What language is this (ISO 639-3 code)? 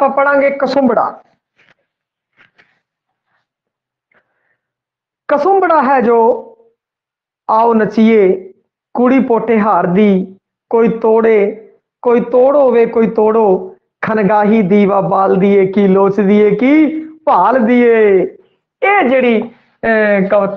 pan